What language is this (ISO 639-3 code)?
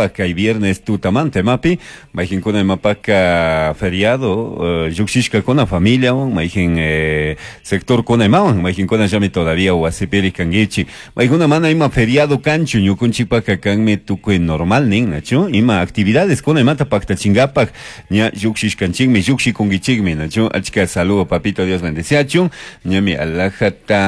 qug